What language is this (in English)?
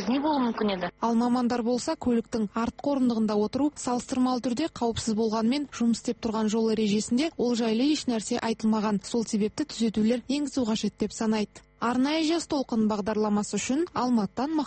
Kazakh